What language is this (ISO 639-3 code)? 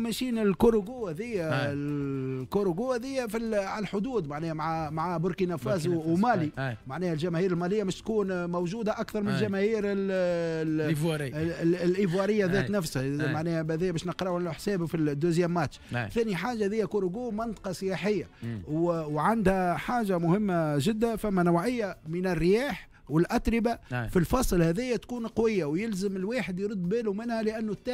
aeb